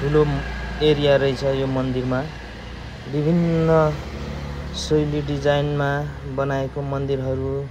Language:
Nepali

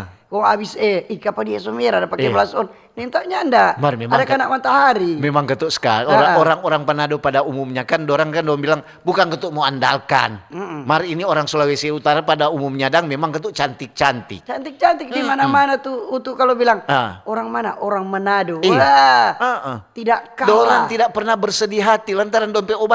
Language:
Manado Malay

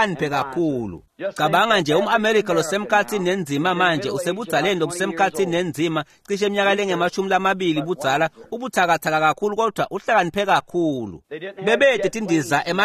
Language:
Swati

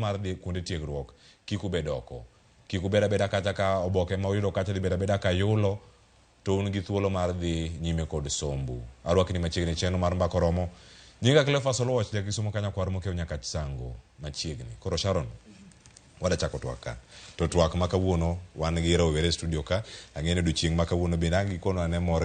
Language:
Luo (Kenya and Tanzania)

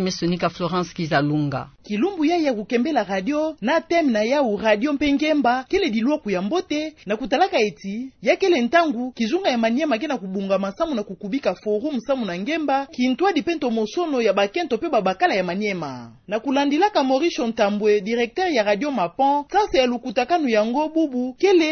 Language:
Kituba (Democratic Republic of Congo)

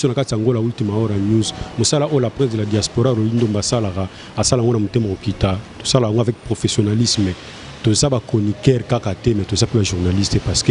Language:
Lingala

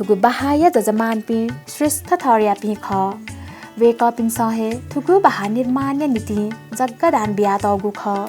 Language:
Newari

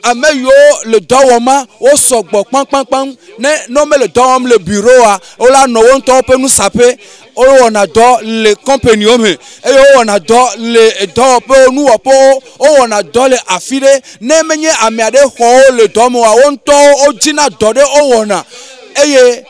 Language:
Ewe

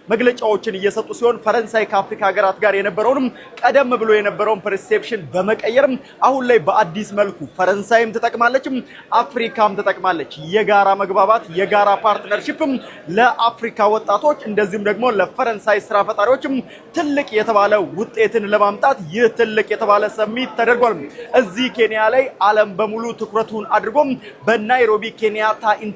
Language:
Amharic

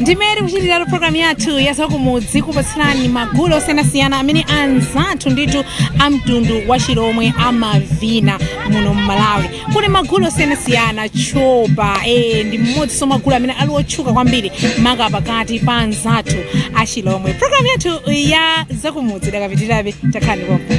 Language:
Nyanja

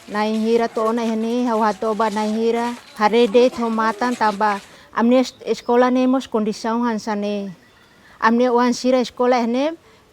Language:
Tetum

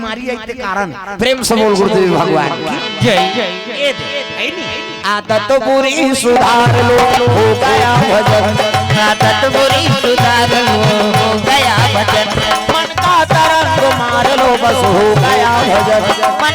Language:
Chhattisgarhi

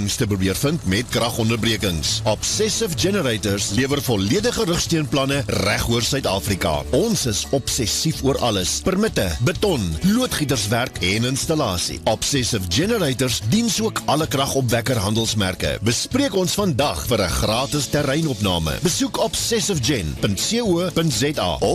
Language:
Afrikaans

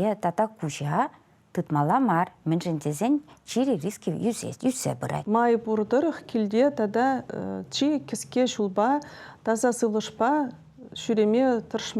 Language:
Chuvash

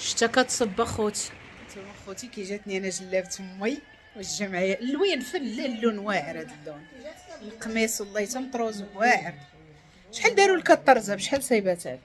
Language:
Moroccan Arabic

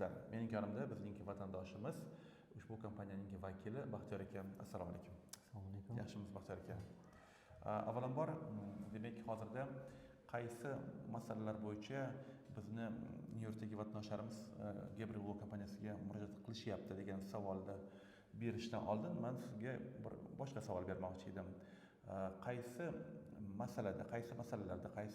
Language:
Uzbek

